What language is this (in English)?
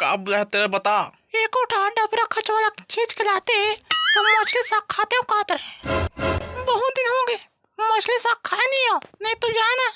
Chhattisgarhi